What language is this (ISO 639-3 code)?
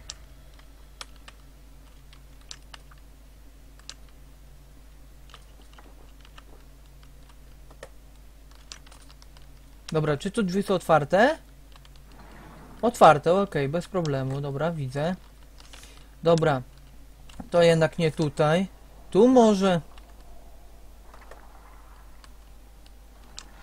pol